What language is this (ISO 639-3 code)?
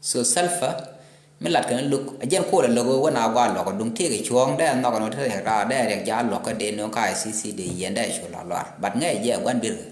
nus